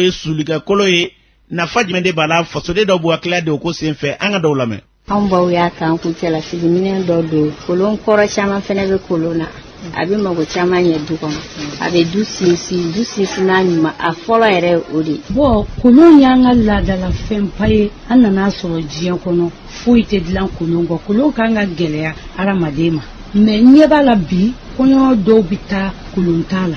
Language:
Bambara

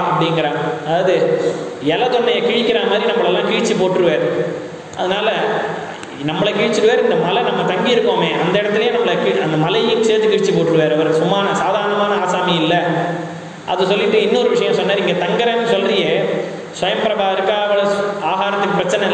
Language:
Tamil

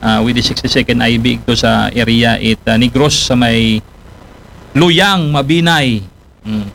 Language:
Aklanon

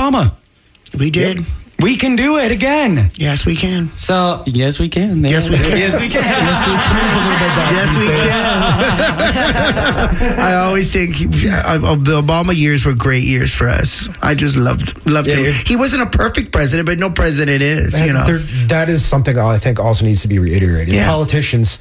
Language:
English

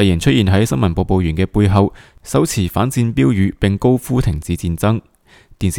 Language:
Cantonese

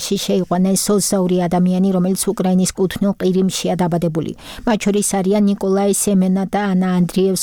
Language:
Georgian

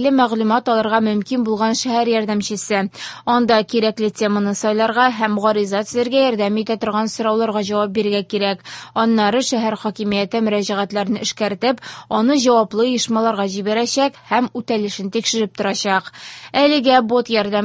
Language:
Tatar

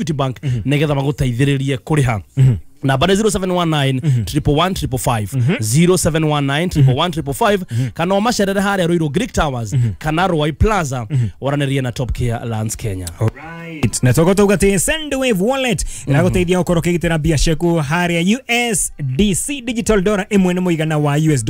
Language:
Kikuyu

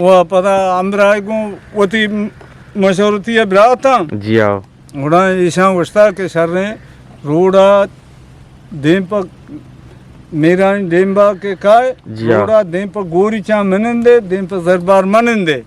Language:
Eastern Balochi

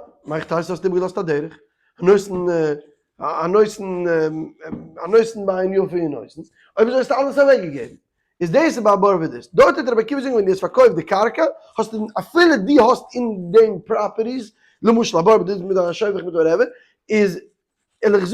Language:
Yiddish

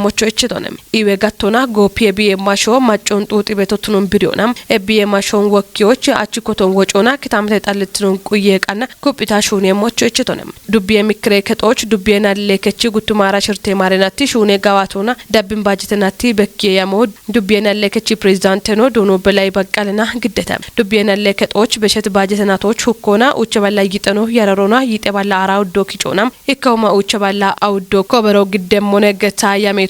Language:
Kafa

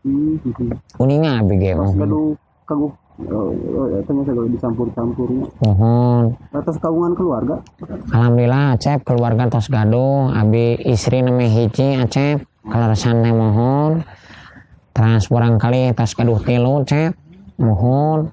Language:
Sundanese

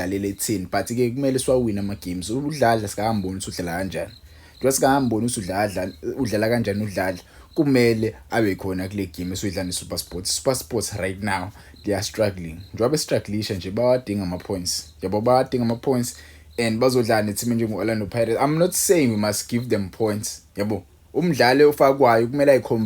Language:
Zulu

